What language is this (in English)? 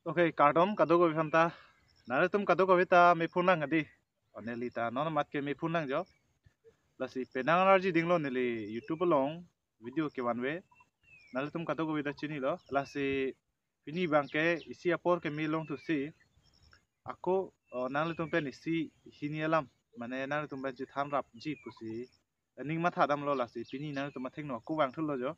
Karbi